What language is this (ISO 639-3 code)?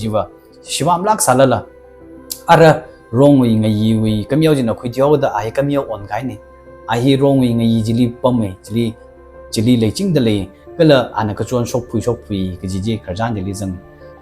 nmf